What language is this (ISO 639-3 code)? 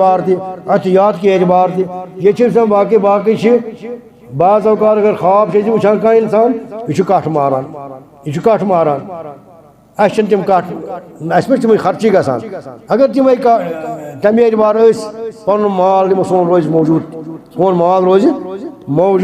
kas